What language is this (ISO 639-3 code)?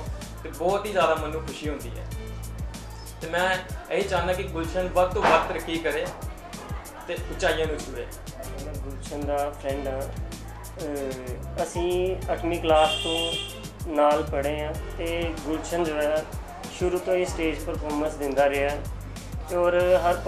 pan